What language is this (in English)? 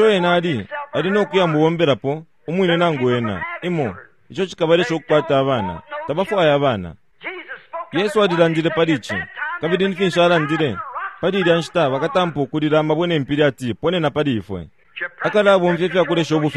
Bemba